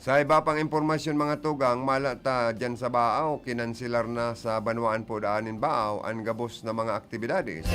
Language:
Bikol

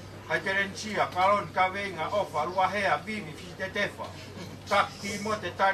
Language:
Tongan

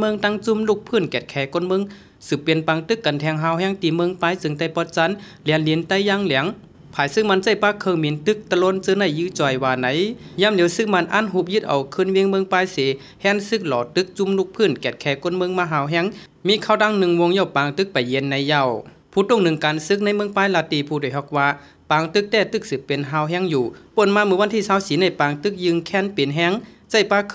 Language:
Shan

